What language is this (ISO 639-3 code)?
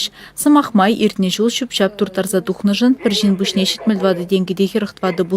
chv